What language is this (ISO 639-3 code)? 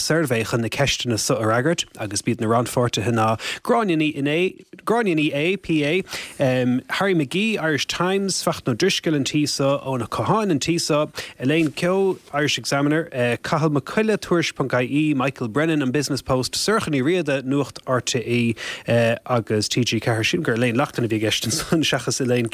gle